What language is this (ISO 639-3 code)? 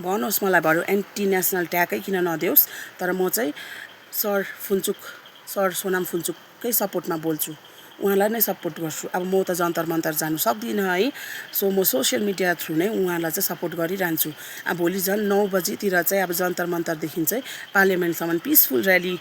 nep